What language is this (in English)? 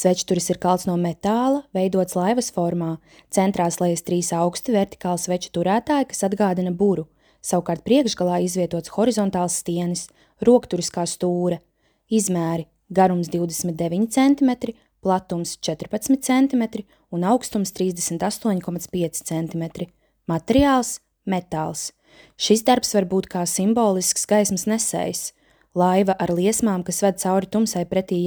Latvian